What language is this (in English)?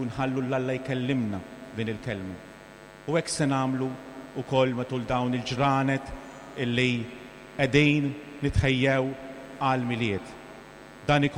Maltese